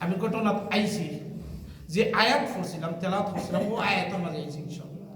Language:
Sylheti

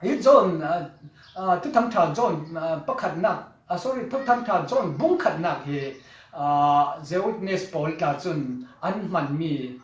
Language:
Falam Chin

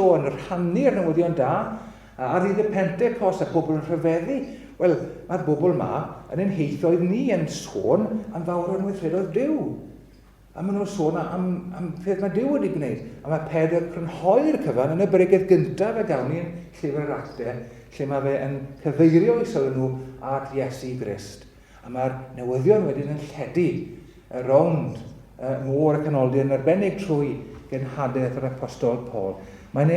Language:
Welsh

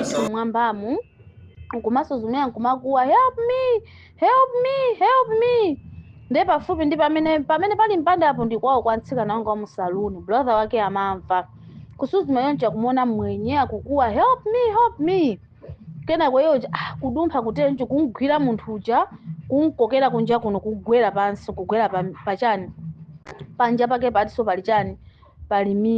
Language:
Nyanja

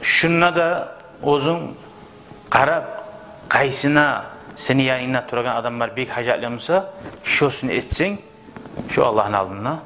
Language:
Kumyk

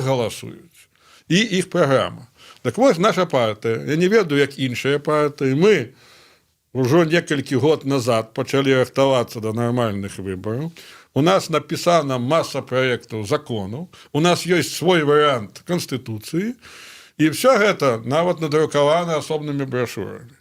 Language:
Belarusian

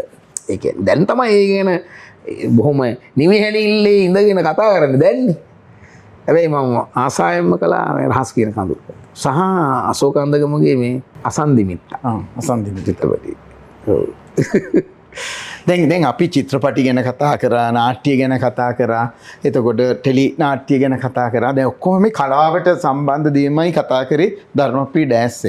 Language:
Sinhala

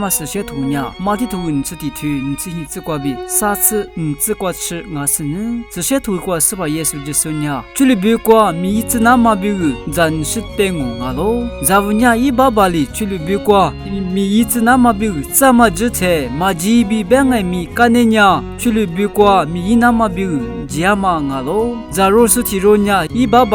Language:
Lisu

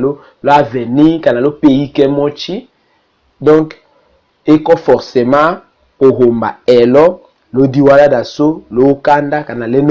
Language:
Tetela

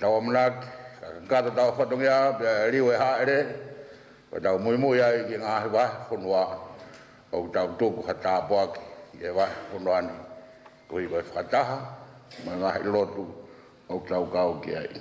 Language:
Tongan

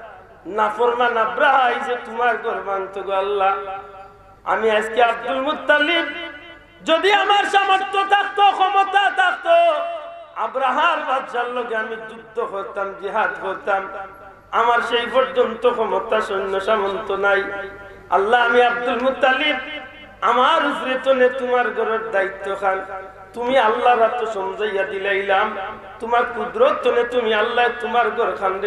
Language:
Sylheti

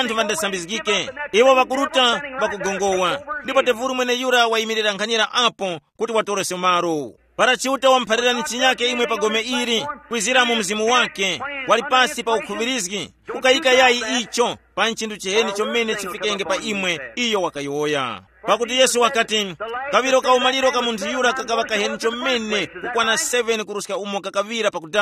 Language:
Tumbuka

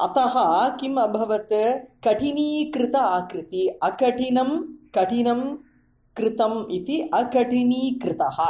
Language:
Sanskrit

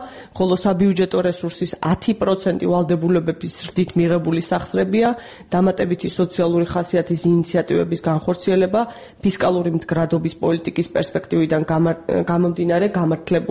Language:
Georgian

